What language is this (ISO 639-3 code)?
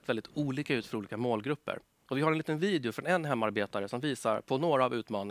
swe